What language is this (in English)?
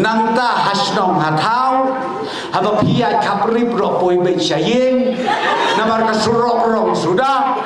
Khasi